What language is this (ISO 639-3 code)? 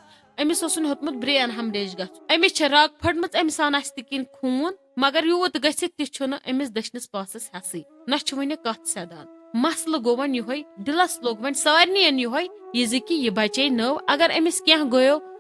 kas